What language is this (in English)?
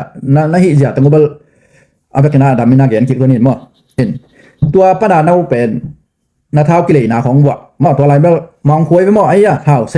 Tedim Chin